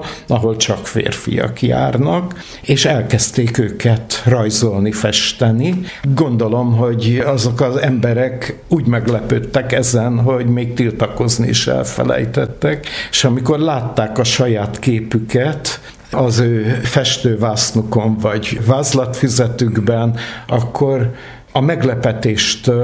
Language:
Hungarian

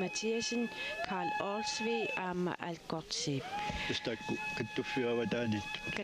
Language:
Kalaallisut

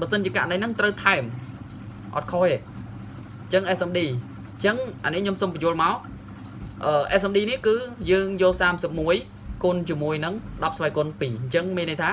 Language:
Khmer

